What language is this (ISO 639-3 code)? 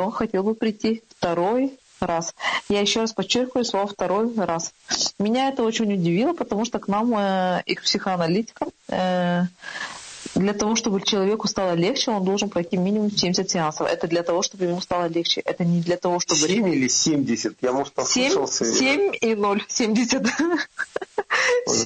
rus